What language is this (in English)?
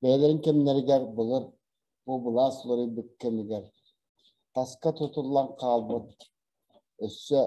Yakut